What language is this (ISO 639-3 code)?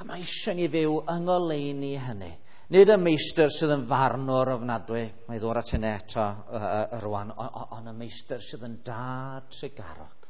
cym